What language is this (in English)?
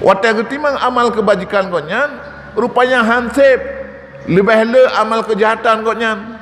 Achinese